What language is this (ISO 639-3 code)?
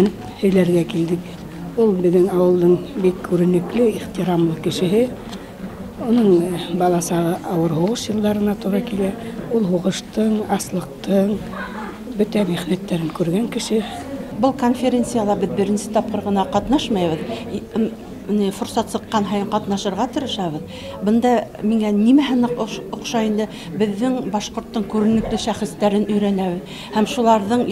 bak